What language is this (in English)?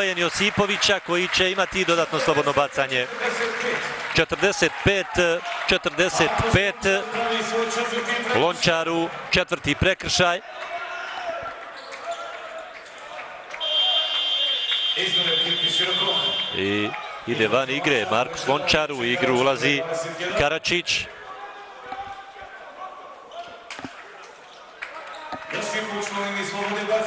Croatian